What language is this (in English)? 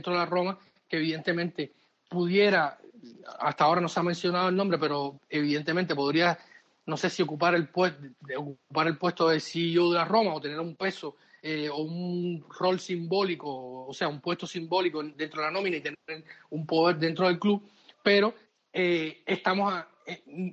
Spanish